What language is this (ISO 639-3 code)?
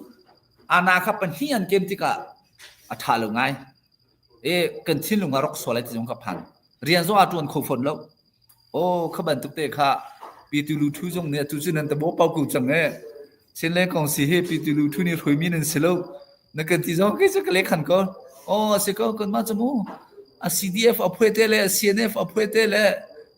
cnh